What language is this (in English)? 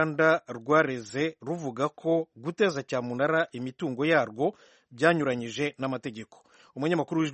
Kinyarwanda